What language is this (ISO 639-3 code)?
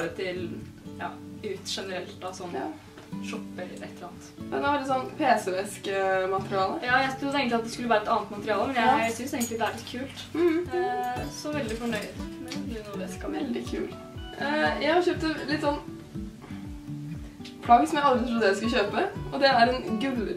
nor